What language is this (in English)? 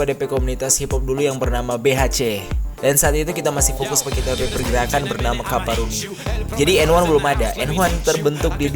Manado Malay